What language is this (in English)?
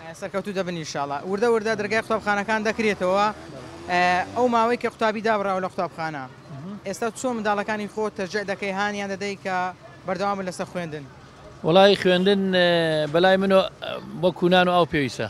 Central Kurdish